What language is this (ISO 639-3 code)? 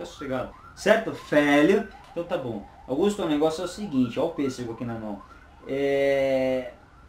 por